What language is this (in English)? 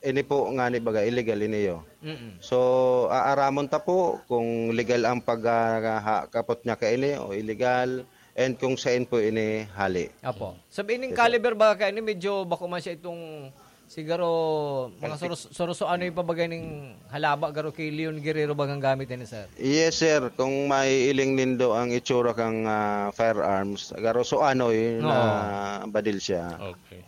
Bikol